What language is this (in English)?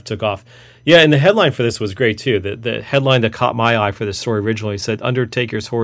English